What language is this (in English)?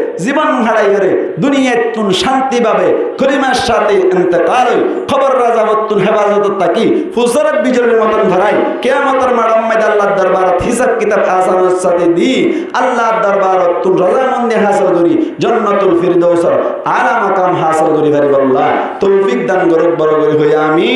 Rohingya